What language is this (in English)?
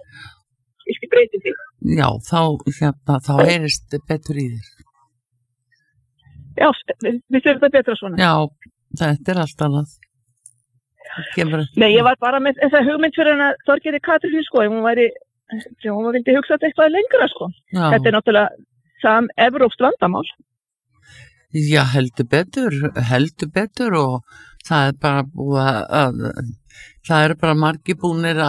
Icelandic